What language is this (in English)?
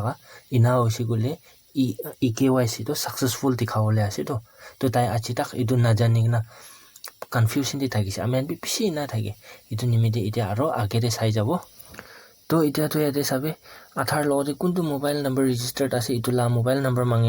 Naga Pidgin